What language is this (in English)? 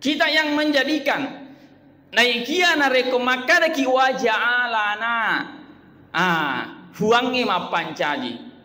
Buginese